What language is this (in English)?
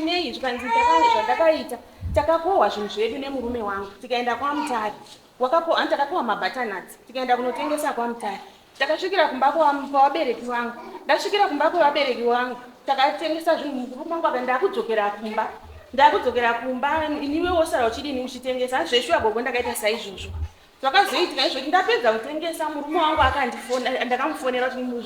Shona